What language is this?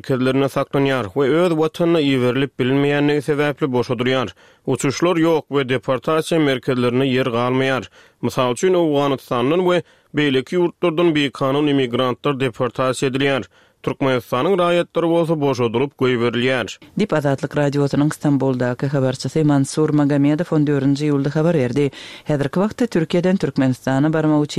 Turkmen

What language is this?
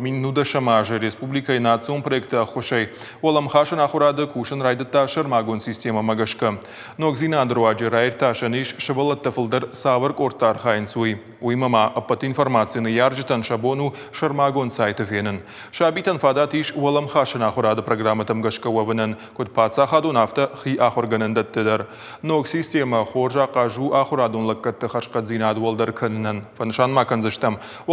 Ossetic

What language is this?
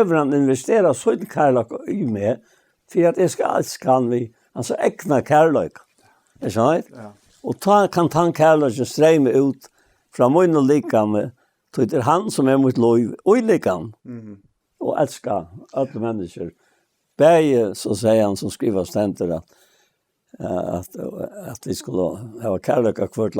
Faroese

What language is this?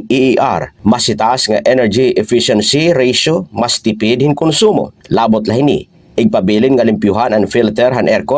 Waray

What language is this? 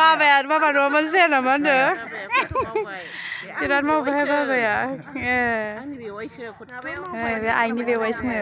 Bodo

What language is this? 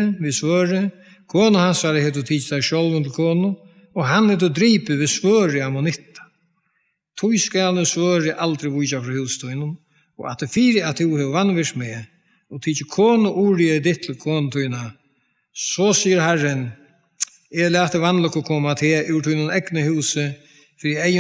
Faroese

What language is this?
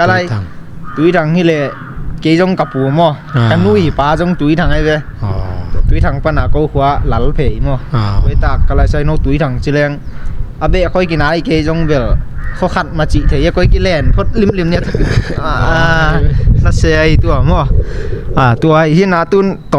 Tedim Chin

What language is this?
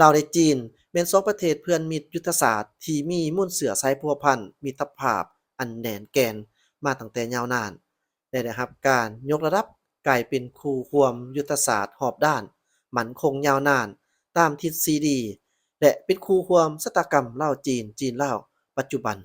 Lao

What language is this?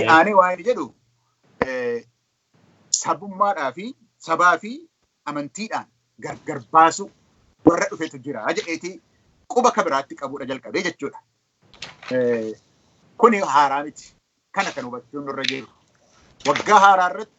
Oromo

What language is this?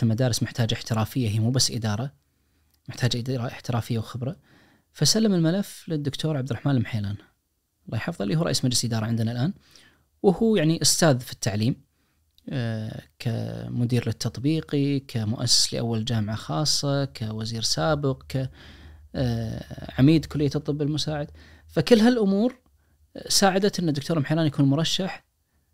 Najdi Arabic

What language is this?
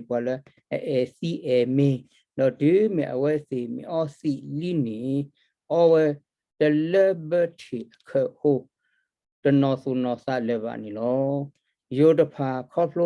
S'gaw Karen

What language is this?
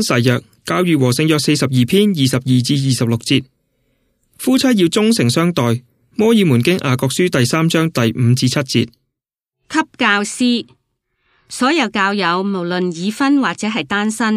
Cantonese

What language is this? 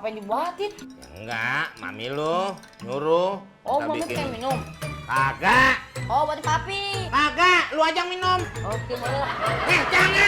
Betawi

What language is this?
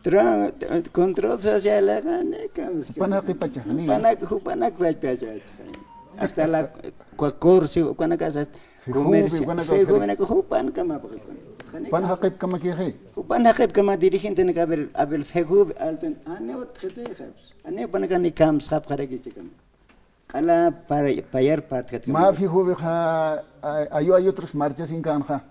Aymara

